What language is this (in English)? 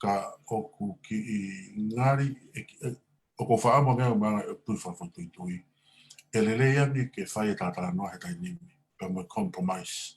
Tongan